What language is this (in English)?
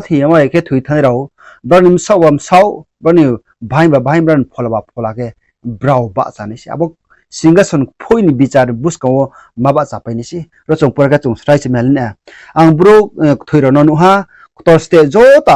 Riang (India)